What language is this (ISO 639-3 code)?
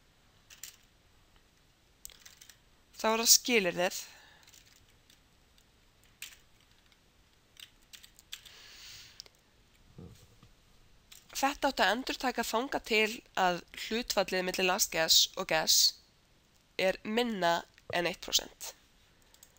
isl